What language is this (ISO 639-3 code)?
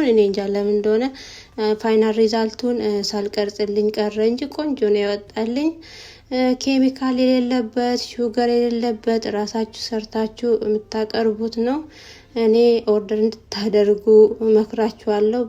amh